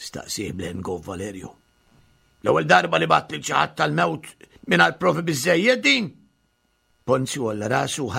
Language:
Maltese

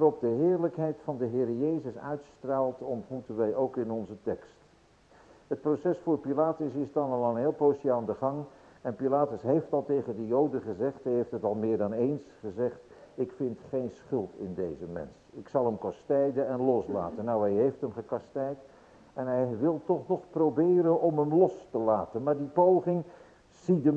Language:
Dutch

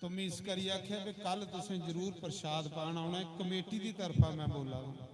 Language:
Dogri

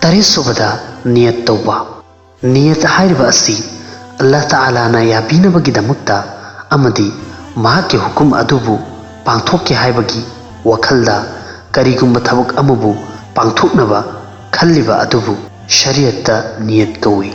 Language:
Manipuri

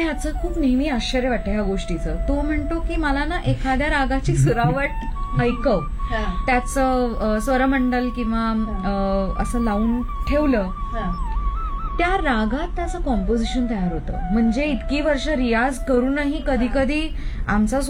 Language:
Marathi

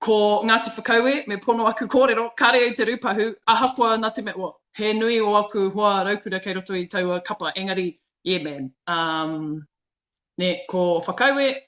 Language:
Māori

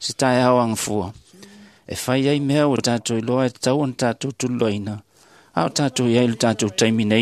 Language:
Samoan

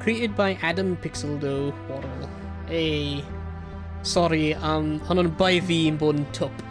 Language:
Welsh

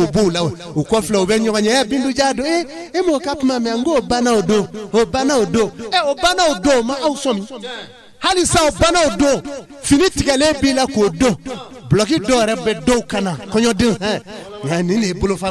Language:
Bambara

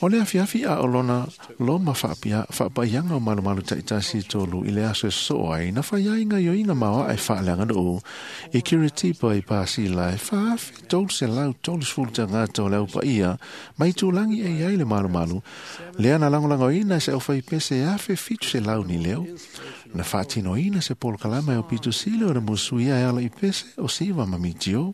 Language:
Samoan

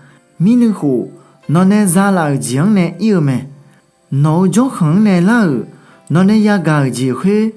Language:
Akha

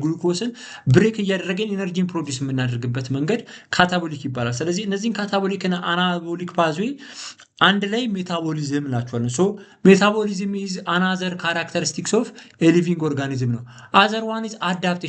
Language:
Amharic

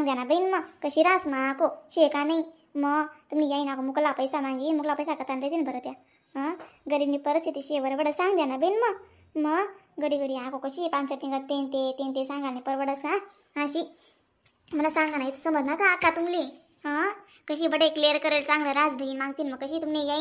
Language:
Khandesi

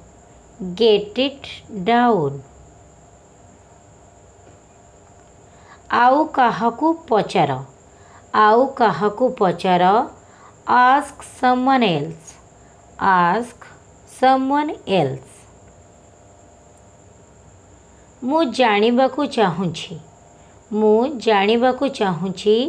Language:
Odia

